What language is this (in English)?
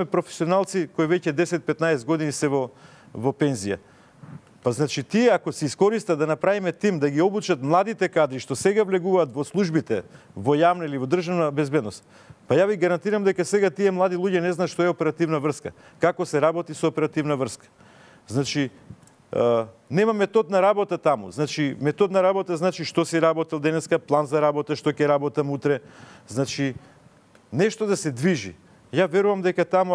Macedonian